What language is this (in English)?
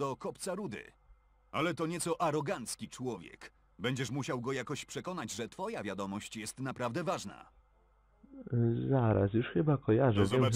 Polish